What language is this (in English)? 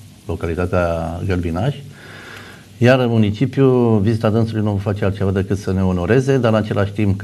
Romanian